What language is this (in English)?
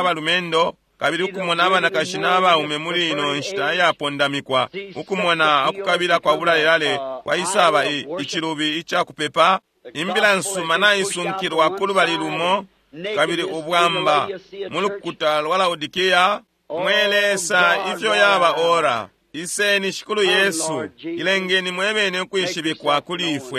Bemba